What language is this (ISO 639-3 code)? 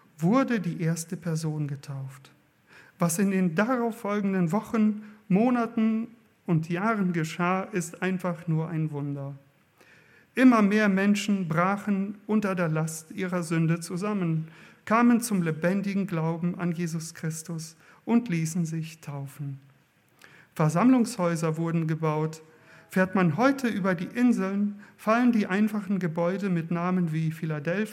deu